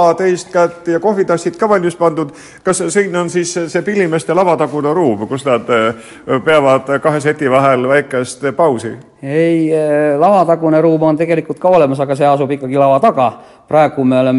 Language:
Estonian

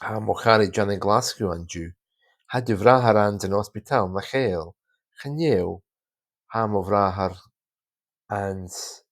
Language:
Scottish Gaelic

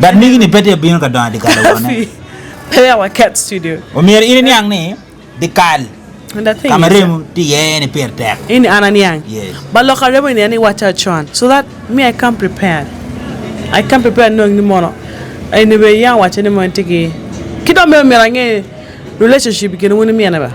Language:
Acoli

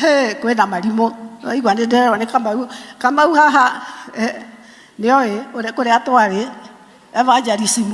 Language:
Kikuyu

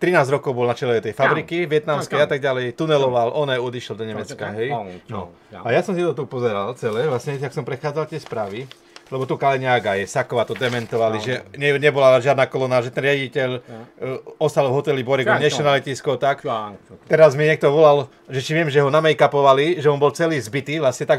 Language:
Slovak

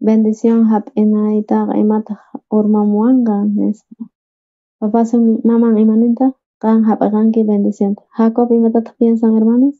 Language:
South Bolivian Quechua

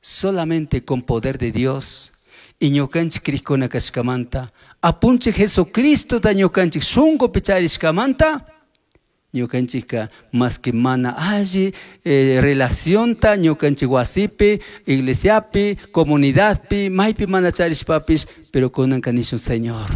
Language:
Chimborazo Highland Quichua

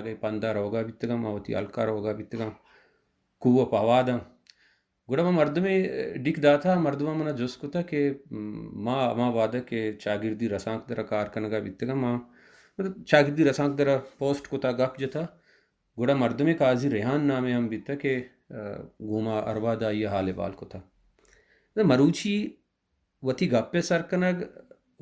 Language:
Baluchi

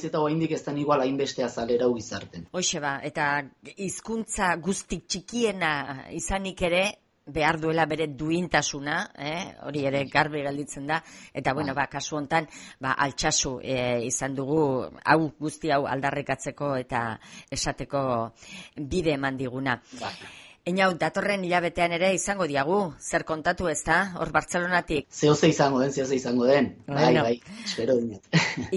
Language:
Basque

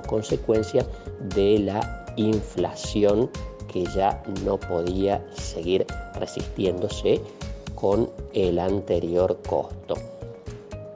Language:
Spanish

